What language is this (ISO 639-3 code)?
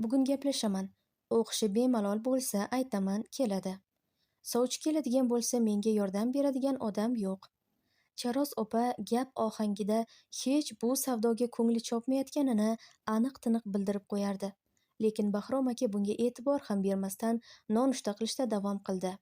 uzb